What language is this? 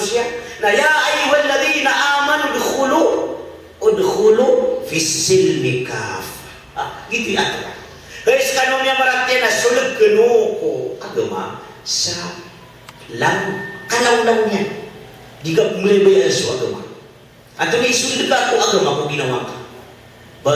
Maranao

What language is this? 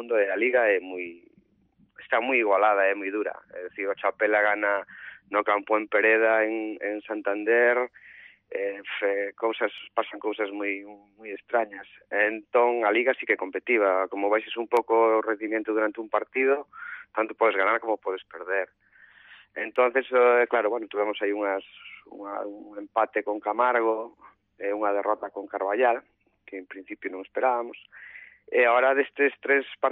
Galician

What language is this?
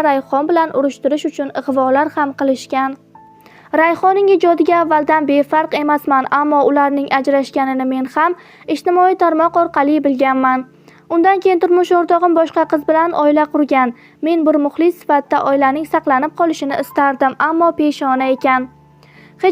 Uzbek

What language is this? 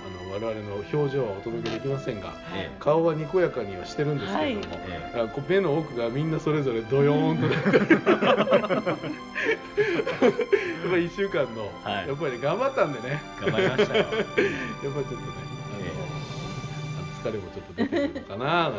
Japanese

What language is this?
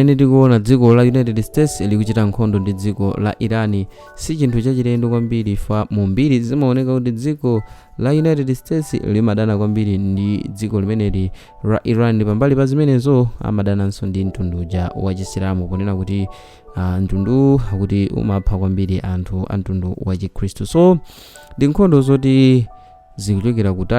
Nyanja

